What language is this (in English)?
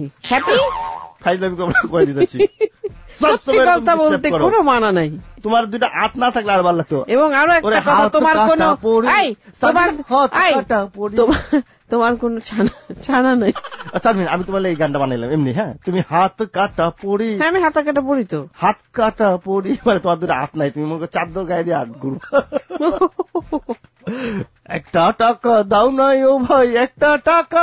Bangla